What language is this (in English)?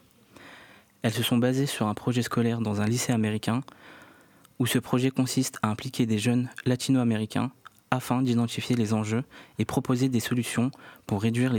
French